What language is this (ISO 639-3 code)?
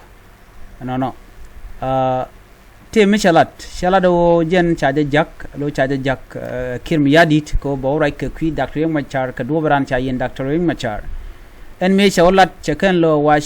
nus